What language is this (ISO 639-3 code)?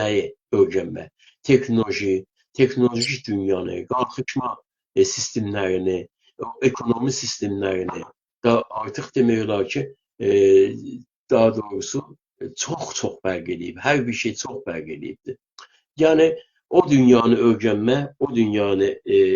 azb